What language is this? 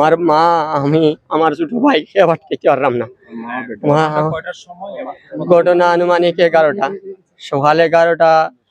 Sylheti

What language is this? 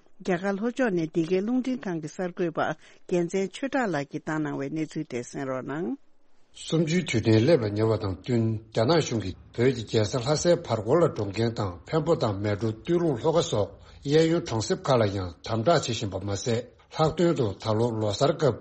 Tibetan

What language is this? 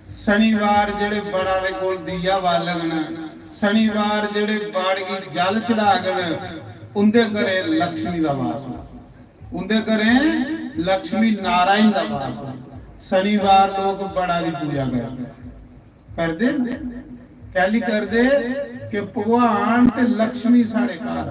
Dogri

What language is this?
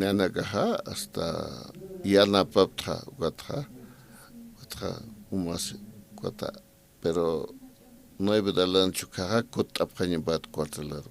Aymara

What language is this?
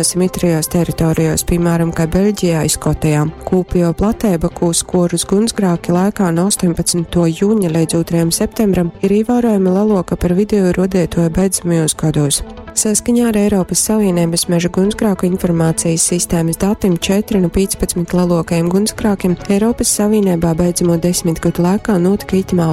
Latgalian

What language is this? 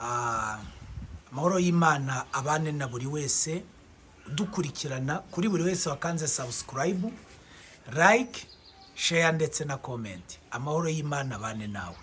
Kinyarwanda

